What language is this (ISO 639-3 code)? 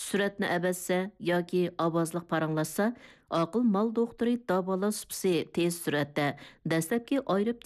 uig